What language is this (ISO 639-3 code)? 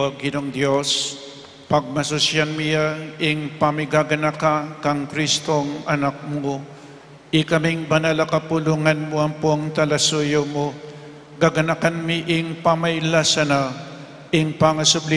pam